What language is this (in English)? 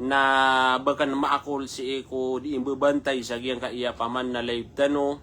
Maranao